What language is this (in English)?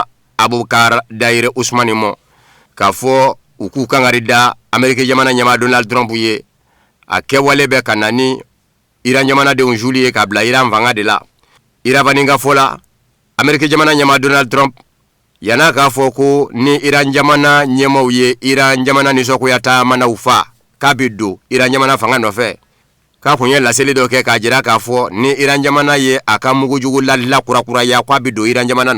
Bambara